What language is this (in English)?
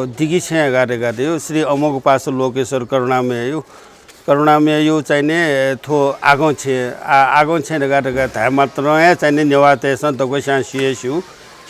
Newari